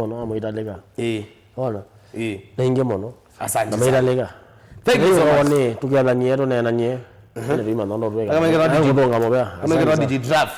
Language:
Kamba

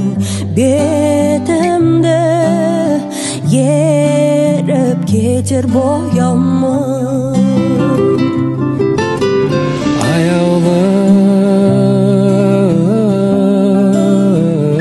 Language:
Kazakh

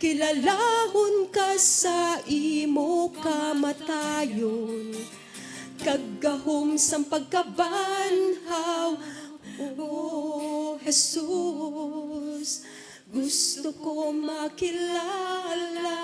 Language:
Hiligaynon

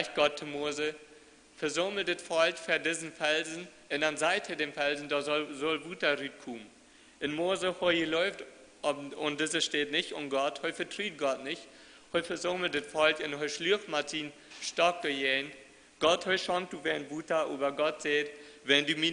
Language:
Plautdietsch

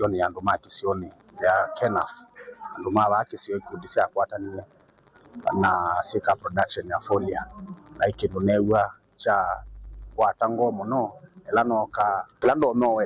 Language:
Kamba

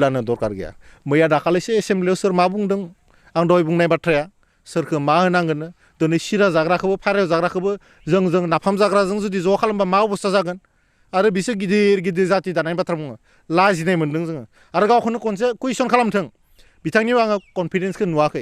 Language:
Bodo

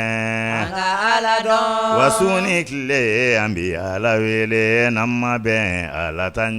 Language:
Bambara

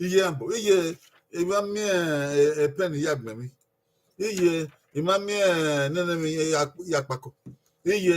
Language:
Bini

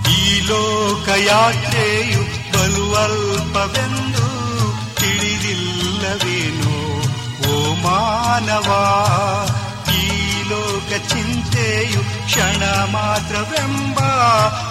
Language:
Kannada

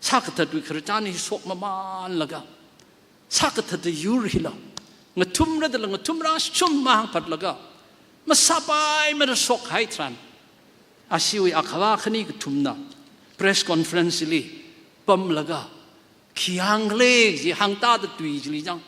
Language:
Tangkhul Naga (India)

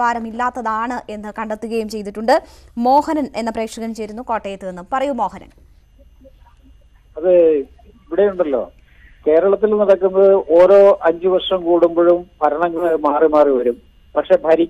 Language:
Malayalam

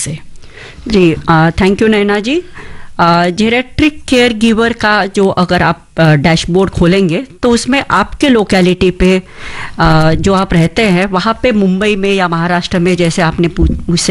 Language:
Hindi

